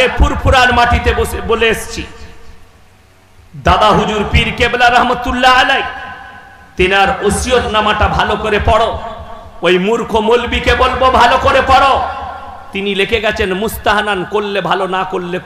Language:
Bangla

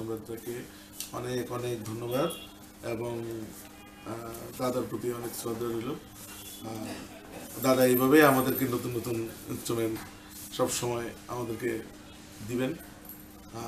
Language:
Bangla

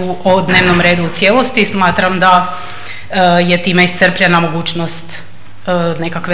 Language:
Croatian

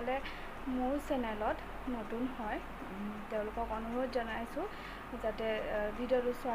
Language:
Assamese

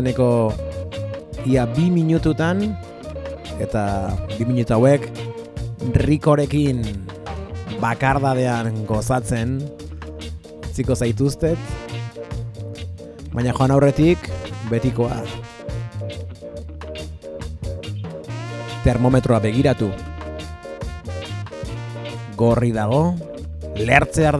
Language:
Basque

